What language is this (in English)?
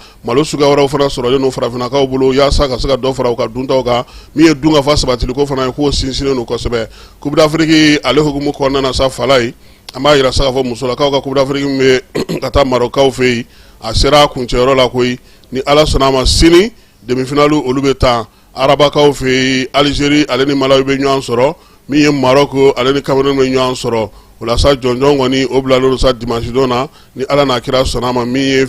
Bambara